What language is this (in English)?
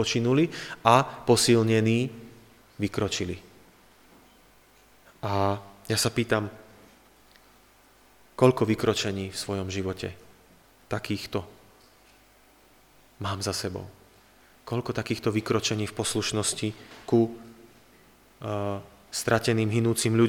Slovak